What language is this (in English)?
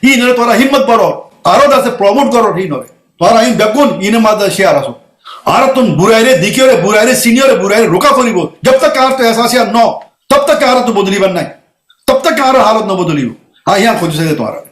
Rohingya